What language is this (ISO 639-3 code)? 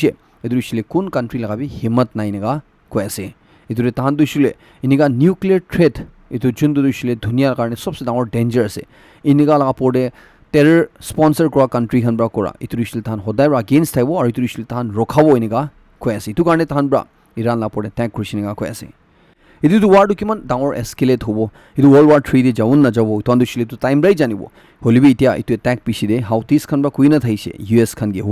nag